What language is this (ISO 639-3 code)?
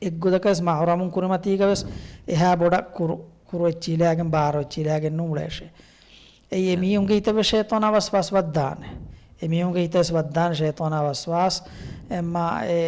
div